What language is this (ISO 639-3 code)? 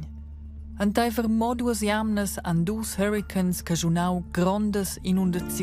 roh